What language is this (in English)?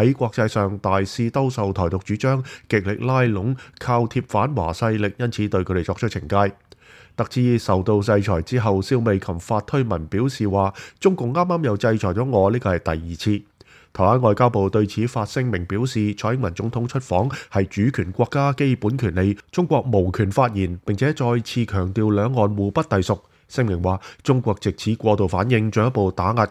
Cantonese